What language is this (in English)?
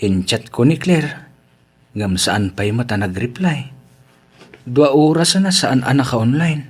Iloko